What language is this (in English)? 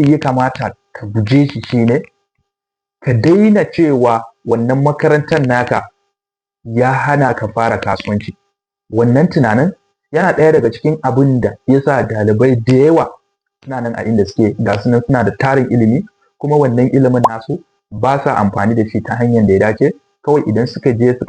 Hausa